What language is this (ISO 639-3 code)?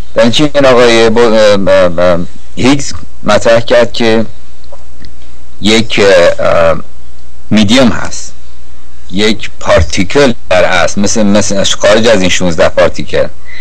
fas